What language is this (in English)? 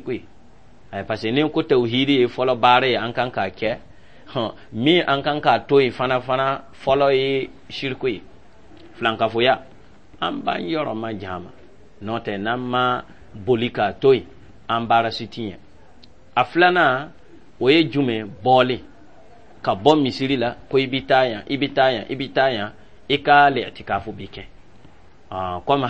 Dyula